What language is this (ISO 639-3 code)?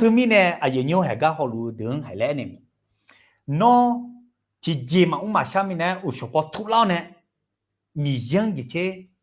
ahk